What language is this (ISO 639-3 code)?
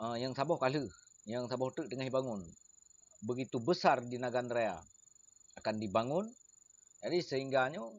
ace